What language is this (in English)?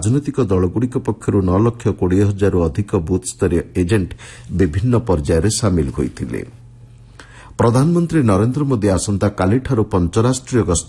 Odia